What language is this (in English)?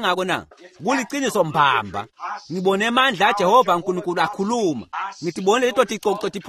Swati